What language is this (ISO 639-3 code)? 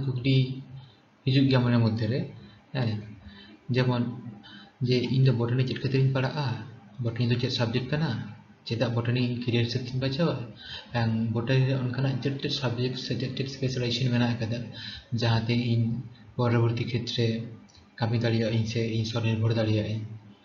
sat